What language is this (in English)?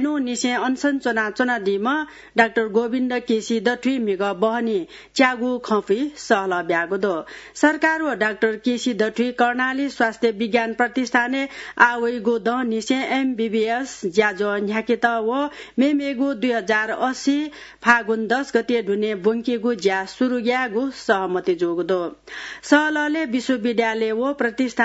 Newari